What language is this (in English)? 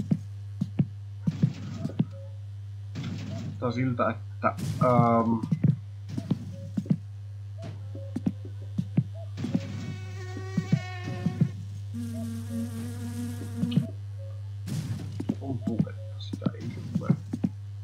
Finnish